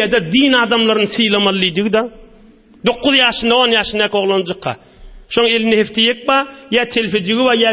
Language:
Turkmen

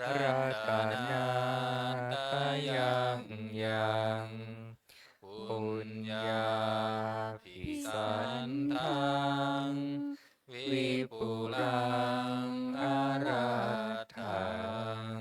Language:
Pali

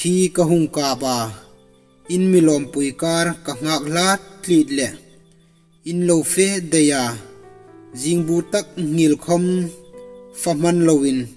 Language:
Hmar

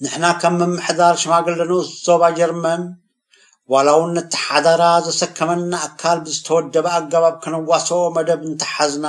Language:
Tigrinya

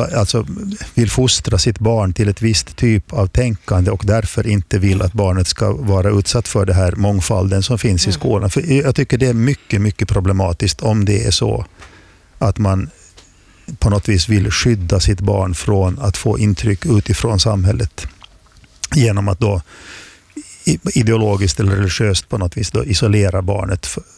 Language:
Swedish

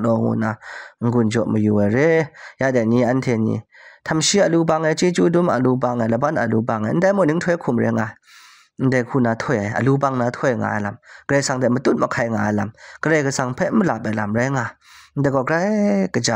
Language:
Kachin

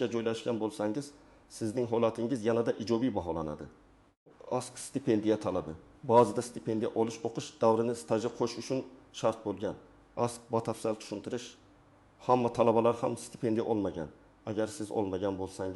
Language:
Uzbek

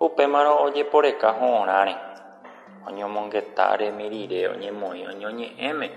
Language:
Guarani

